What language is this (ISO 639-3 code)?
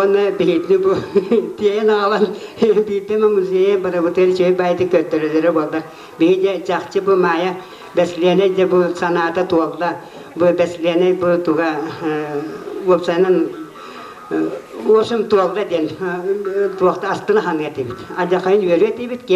sah